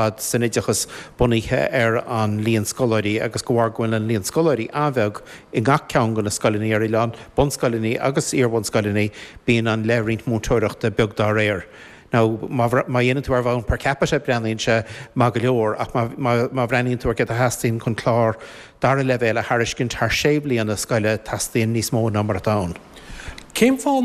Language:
Irish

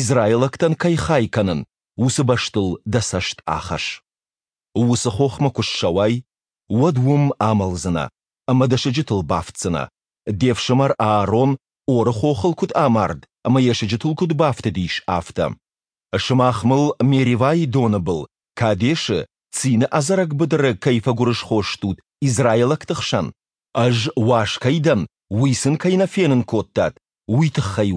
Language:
Ossetic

